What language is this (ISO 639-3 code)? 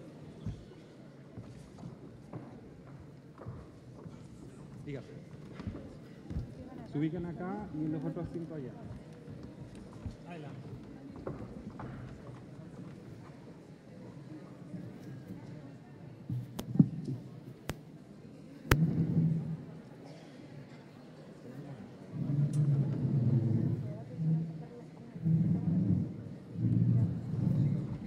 spa